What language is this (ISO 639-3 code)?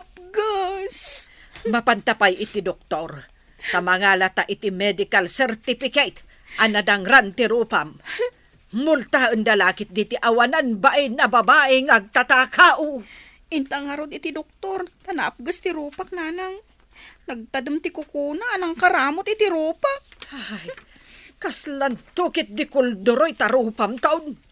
ilo